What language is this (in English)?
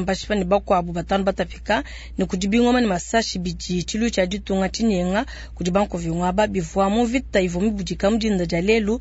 Luba-Lulua